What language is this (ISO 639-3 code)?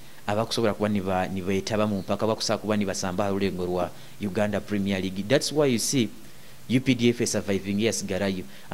nyo